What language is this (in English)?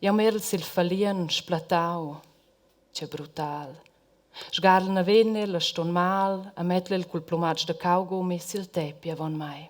Romansh